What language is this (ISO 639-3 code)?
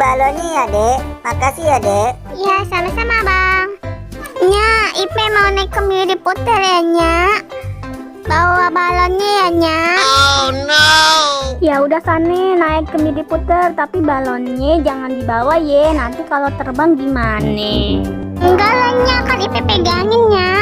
bew